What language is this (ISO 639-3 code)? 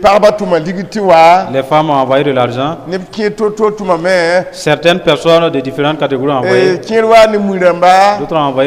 mos